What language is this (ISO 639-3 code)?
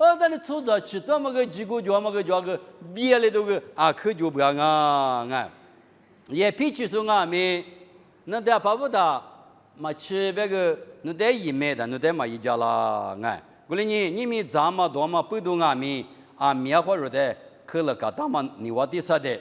lis